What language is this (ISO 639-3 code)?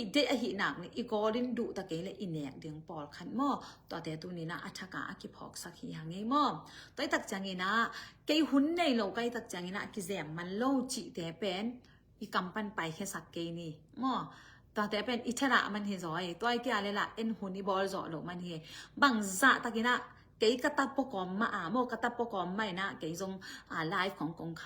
ctd